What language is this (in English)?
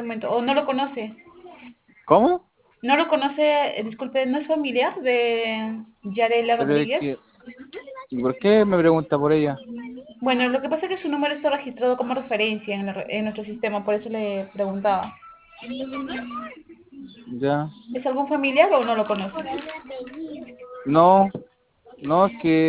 Spanish